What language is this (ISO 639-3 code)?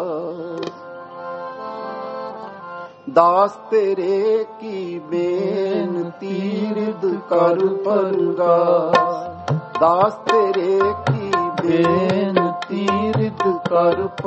pan